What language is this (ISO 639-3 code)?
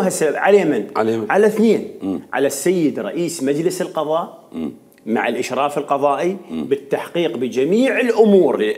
acm